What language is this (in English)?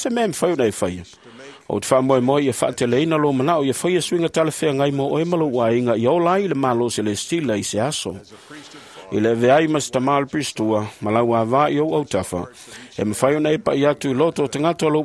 Samoan